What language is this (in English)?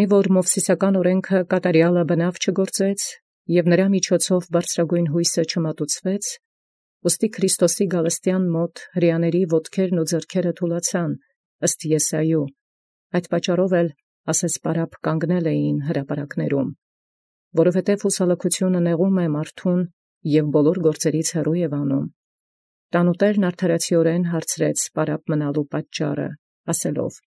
Armenian